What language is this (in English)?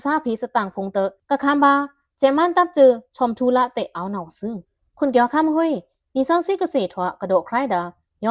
Pa'o Karen